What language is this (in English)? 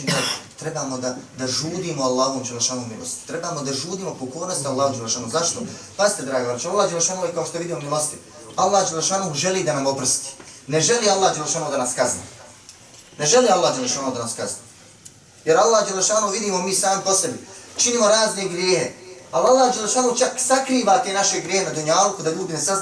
Bosnian